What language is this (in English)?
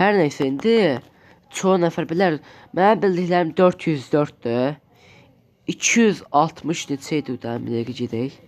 Azerbaijani